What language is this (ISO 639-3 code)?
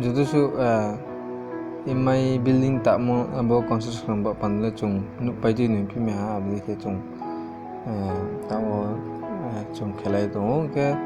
ria